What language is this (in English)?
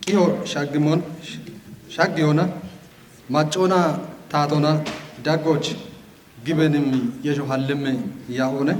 Kafa